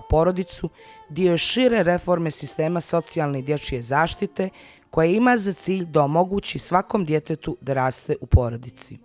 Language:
Bosnian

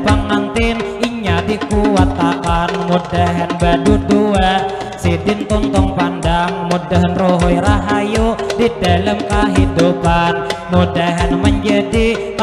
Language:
Banjar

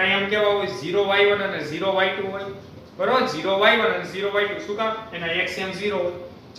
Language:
Gujarati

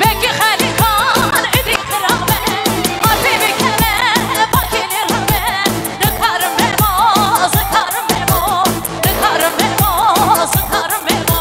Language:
Kurdish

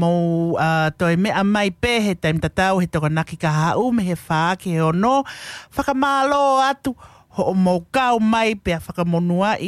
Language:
Tongan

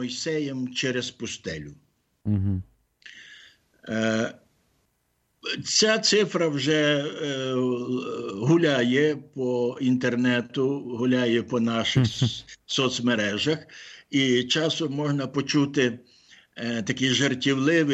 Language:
Ukrainian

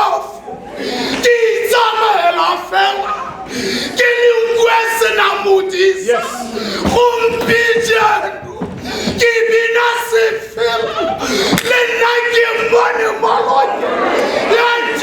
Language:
Tswana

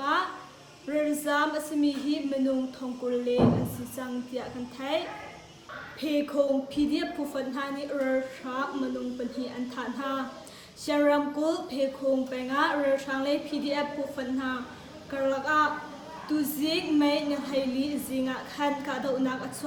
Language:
Hakha Chin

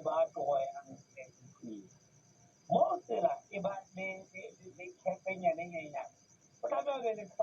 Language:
Southern Sotho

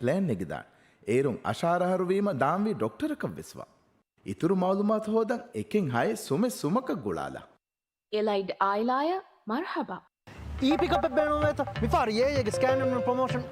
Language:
Divehi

